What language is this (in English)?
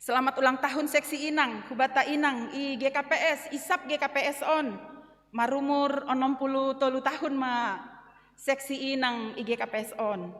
Batak Simalungun